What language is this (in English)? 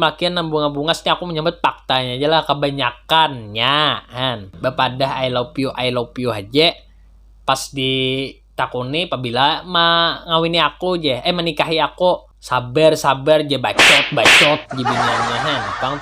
Banjar